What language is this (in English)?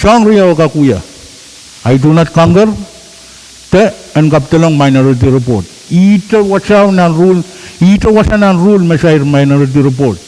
Pohnpeian